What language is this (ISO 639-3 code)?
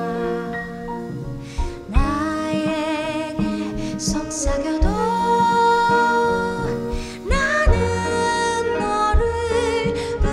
kor